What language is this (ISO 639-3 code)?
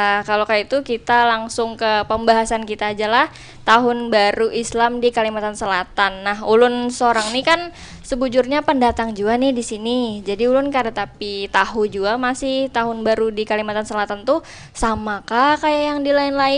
bjn